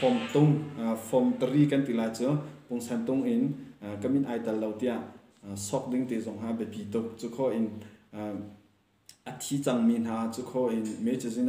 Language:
Hakha Chin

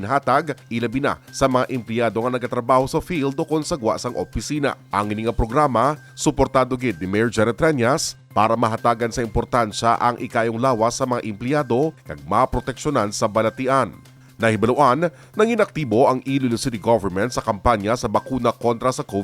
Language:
Hiligaynon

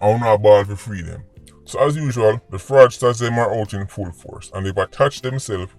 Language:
Jamaican Creole English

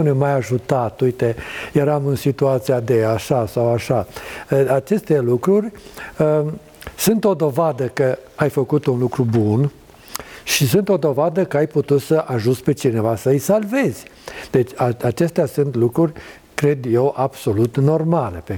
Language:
Romanian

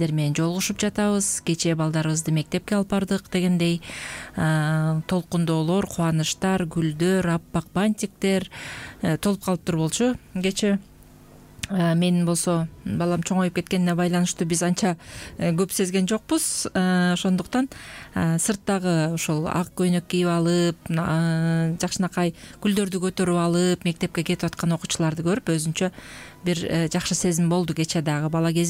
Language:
Kyrgyz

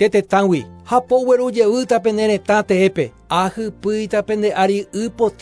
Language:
Guarani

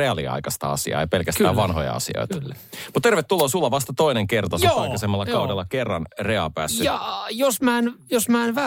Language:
Finnish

